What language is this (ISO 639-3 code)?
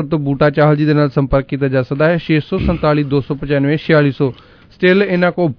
pan